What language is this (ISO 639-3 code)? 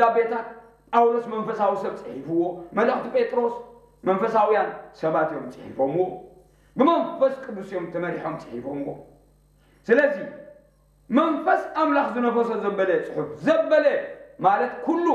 tir